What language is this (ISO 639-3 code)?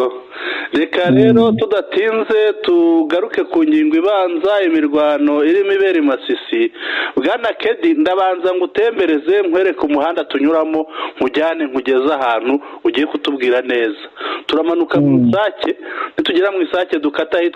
kin